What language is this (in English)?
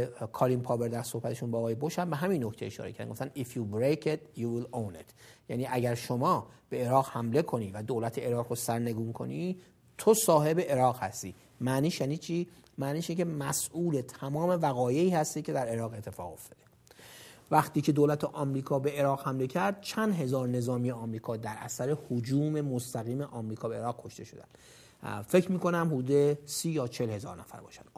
Persian